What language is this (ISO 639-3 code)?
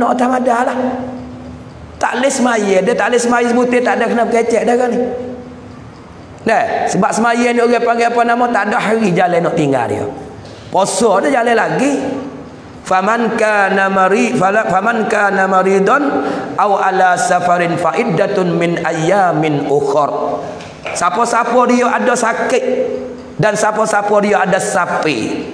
mfa